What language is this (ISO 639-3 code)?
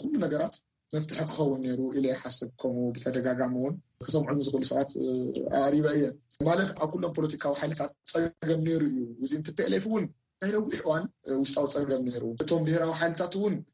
tir